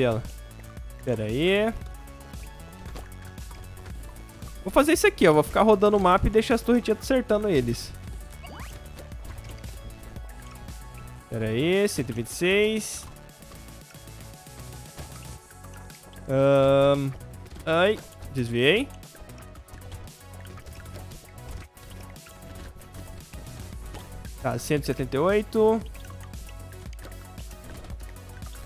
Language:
Portuguese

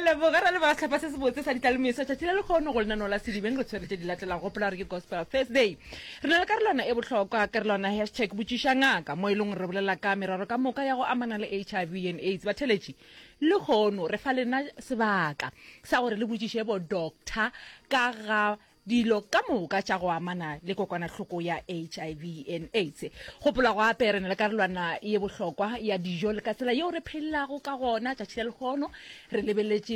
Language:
Northern Sotho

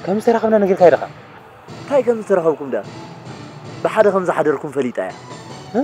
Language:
Tigrinya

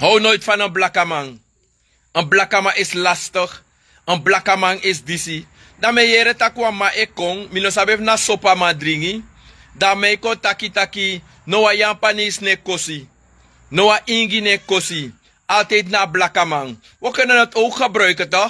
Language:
Sranan Tongo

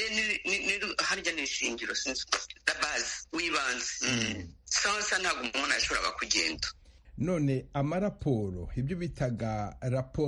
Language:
Kinyarwanda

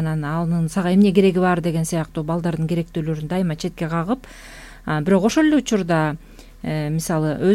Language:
Kyrgyz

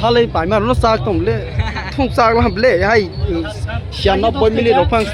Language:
Kok Borok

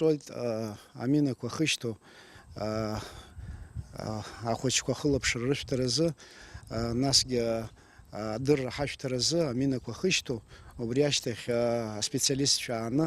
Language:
Abkhazian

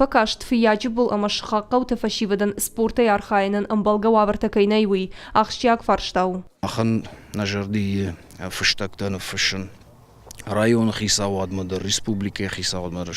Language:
Ossetic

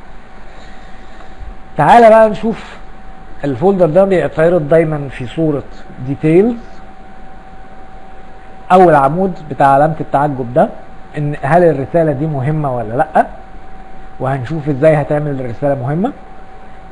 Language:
Egyptian Arabic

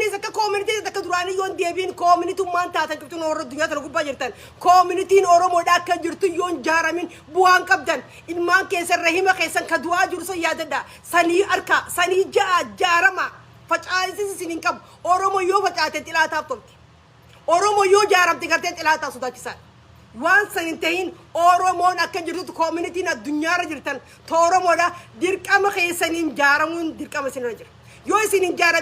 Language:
Oromo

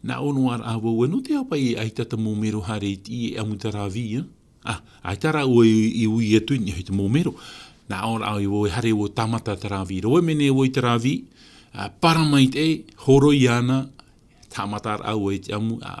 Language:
Tahitian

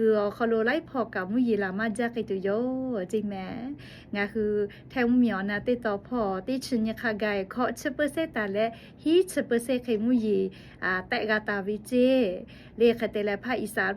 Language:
Lahu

